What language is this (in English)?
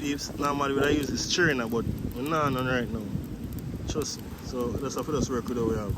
Jamaican Creole English